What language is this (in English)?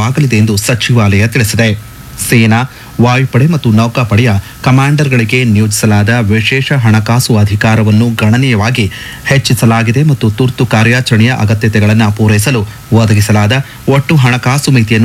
Kannada